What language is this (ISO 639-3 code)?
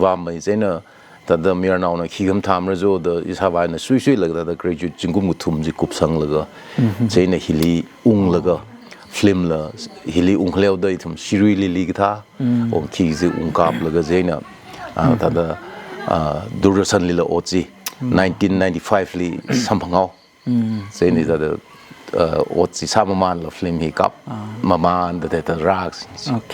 nmf